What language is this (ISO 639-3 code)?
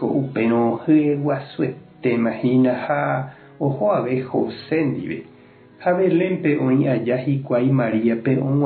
grn